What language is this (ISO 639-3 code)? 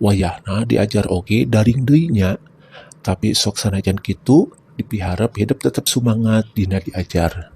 sun